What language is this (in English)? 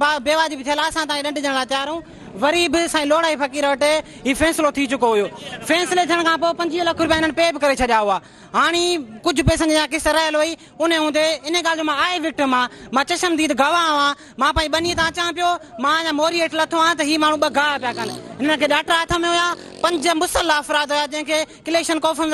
Sindhi